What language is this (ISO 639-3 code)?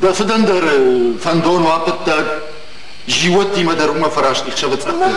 oss